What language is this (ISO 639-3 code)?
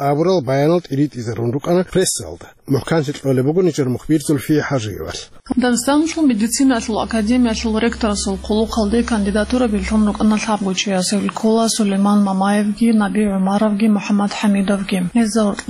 ava